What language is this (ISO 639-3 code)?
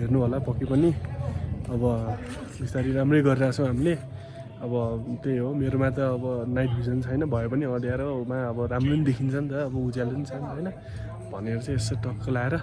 nep